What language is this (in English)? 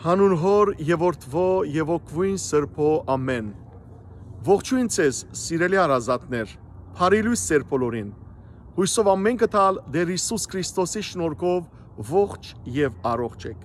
Western Armenian